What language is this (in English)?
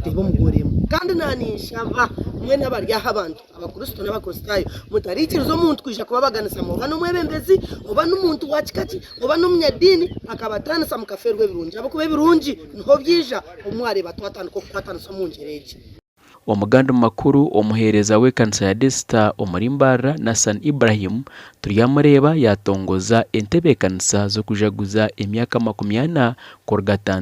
Nyankole